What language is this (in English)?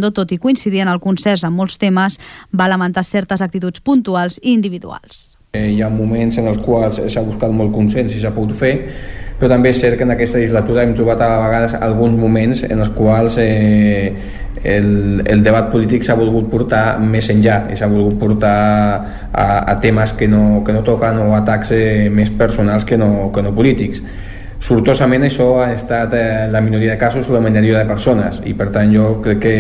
Catalan